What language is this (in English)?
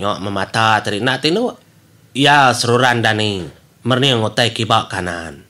Iban